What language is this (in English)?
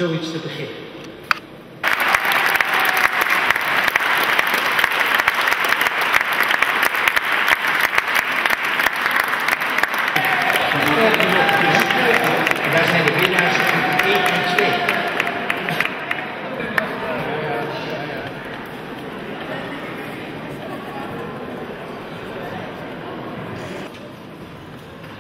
Dutch